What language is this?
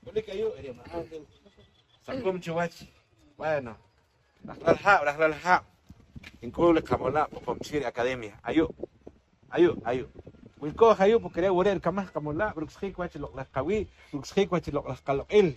Poqomchi'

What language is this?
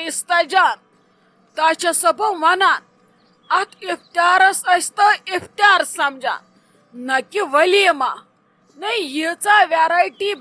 Kashmiri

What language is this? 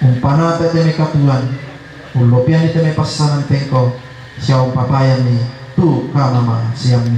Toraja-Sa'dan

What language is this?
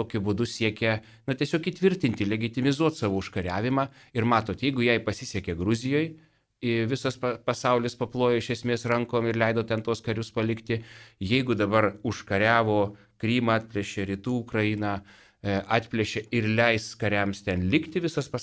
Lithuanian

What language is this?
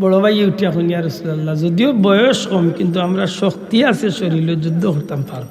Sylheti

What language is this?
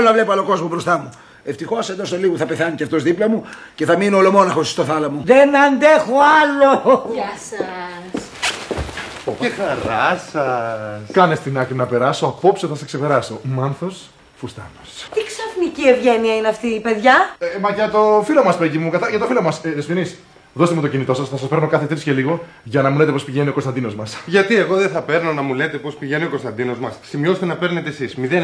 Greek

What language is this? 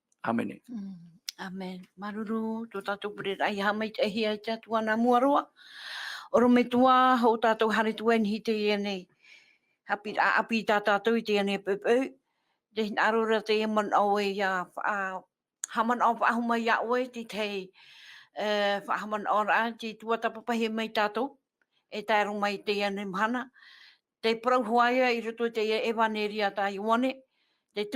Tahitian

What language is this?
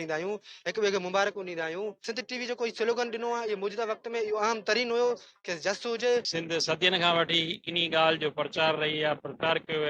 Sindhi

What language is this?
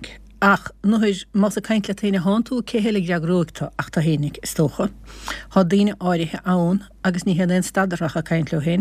Irish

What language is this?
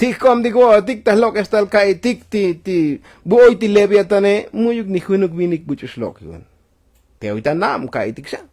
Tzotzil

